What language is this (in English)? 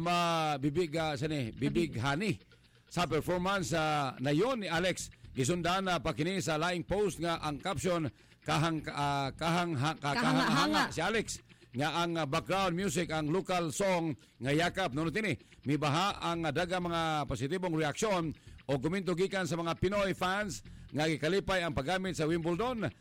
Cebuano